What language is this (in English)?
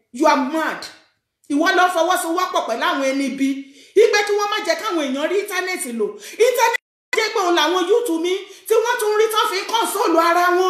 Yoruba